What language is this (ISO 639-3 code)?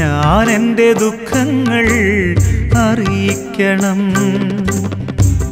mal